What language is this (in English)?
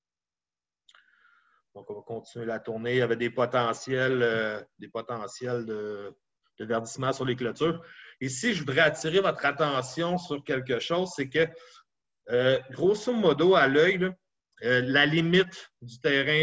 French